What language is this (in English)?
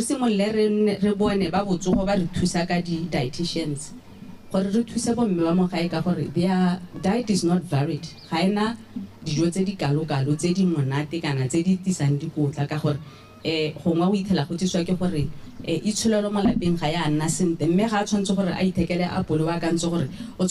Tswana